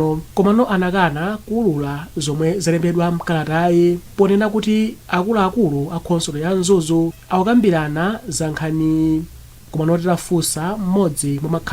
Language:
Nyanja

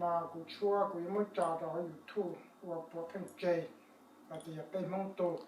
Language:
Hmong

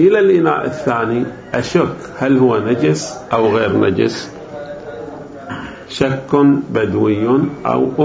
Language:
Arabic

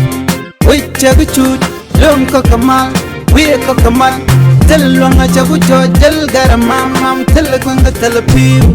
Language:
Nuer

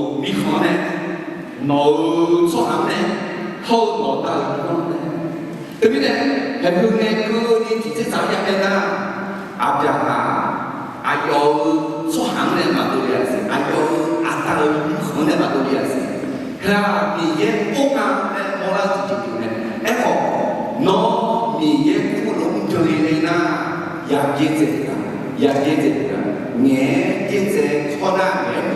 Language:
Akha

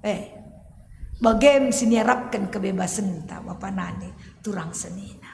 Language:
Batak Karo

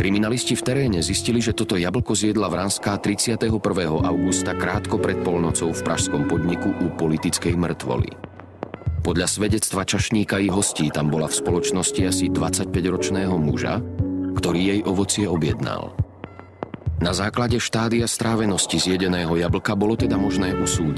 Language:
Slovak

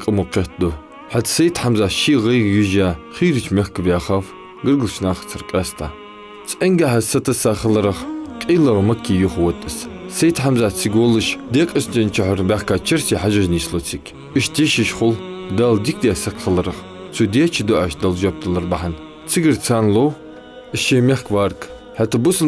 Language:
Ingush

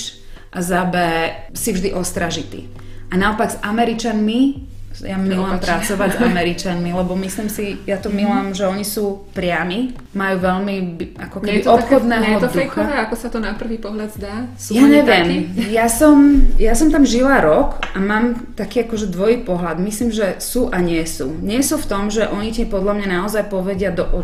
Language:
Slovak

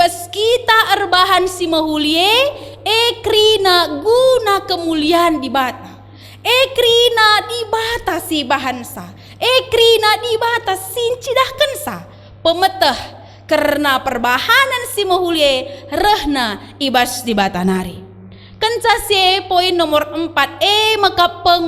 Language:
Batak Karo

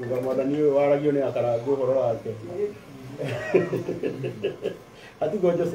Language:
Kikuyu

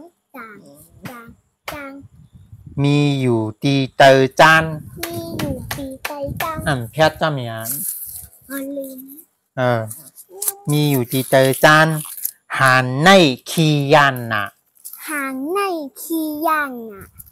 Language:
Shan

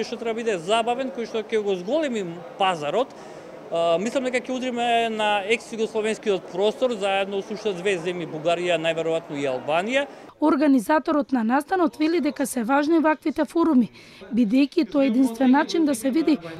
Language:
Macedonian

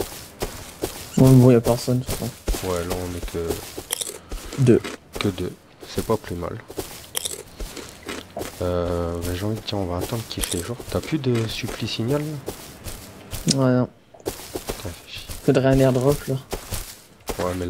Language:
French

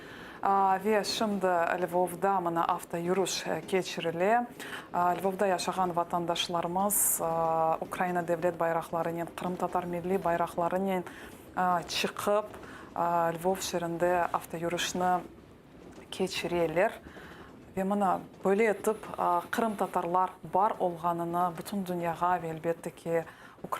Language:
Crimean Tatar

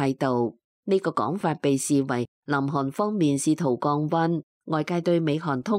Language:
Cantonese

